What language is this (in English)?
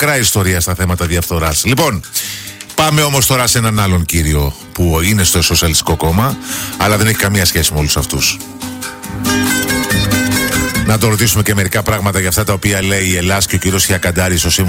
Greek